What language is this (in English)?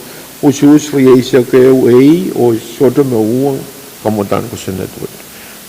Pohnpeian